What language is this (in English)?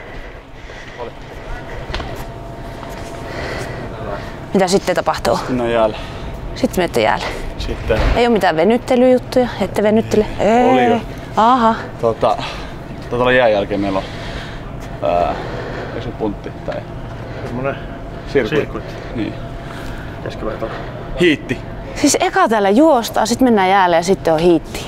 Finnish